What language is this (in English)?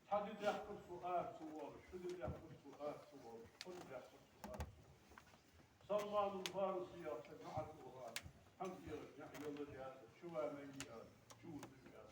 Ingush